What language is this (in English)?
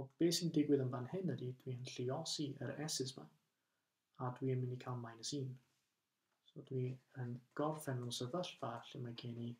Welsh